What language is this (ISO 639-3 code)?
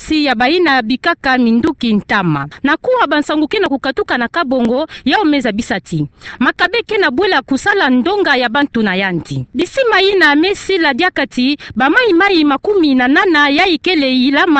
ktu